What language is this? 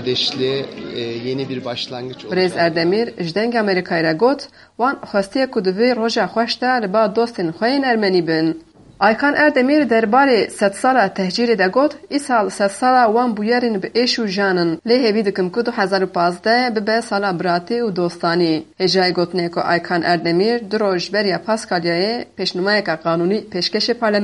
Kurdish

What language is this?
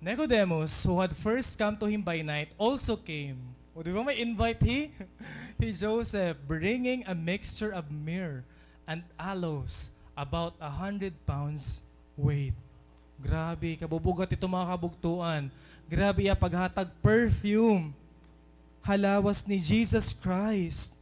Waray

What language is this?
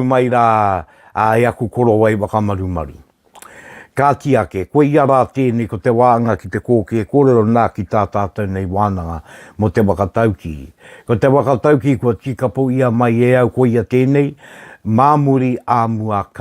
Māori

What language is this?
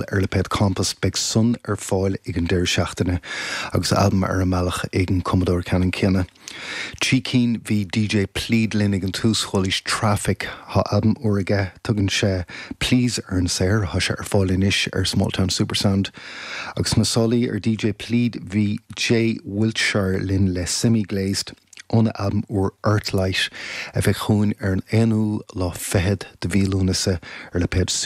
Irish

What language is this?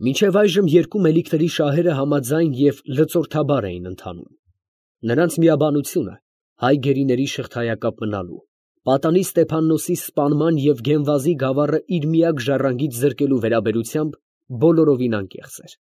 Armenian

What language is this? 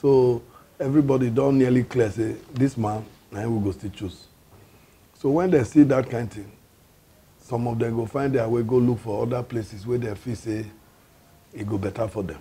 Nigerian Pidgin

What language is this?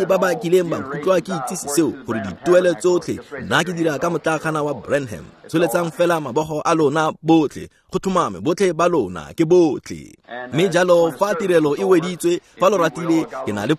Tswana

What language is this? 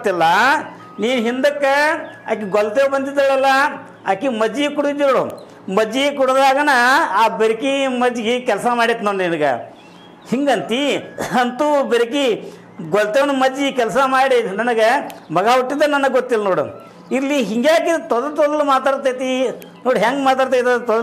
Kannada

